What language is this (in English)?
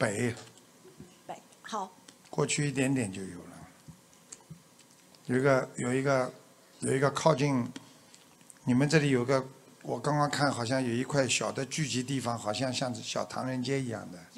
Chinese